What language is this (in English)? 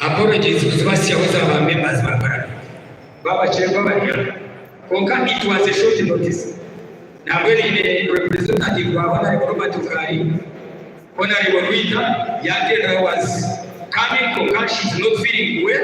Nyankole